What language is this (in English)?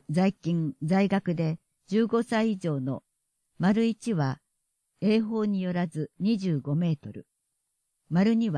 Japanese